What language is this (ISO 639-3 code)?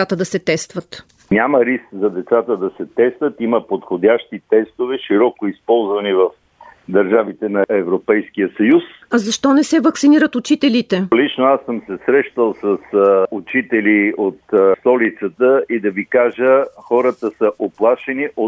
bul